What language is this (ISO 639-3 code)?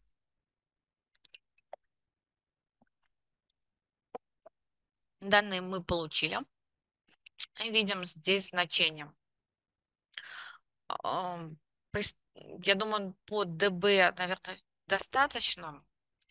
rus